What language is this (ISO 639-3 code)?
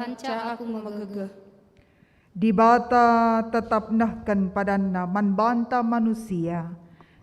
btx